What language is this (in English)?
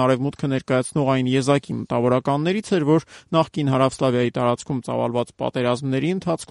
Armenian